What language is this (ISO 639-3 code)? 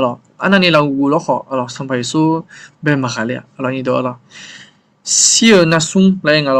ahk